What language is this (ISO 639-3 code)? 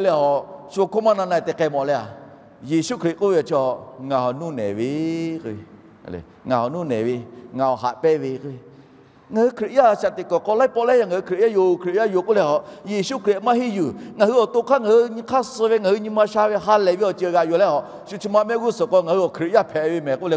lhu